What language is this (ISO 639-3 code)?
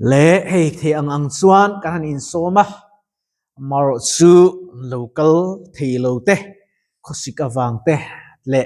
lus